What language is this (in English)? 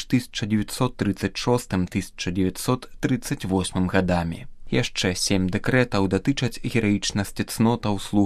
Belarusian